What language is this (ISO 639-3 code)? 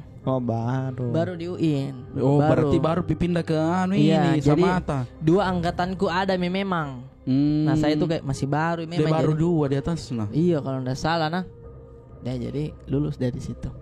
mfp